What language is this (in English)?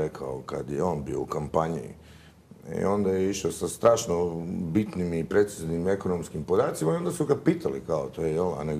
Croatian